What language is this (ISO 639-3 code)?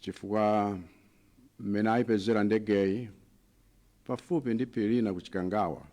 nya